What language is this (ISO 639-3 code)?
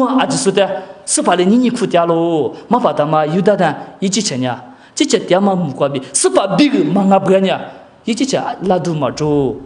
lis